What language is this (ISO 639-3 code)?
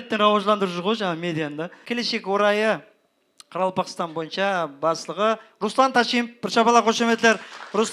kaa